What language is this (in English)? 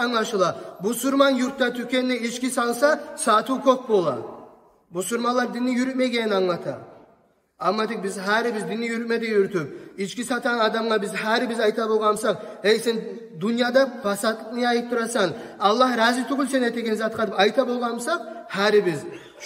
Kumyk